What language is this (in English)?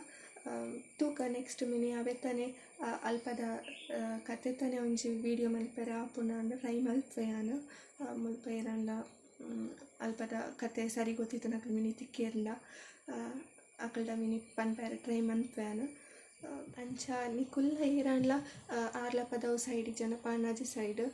Tulu